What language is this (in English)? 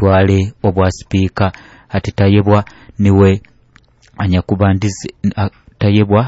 Nyoro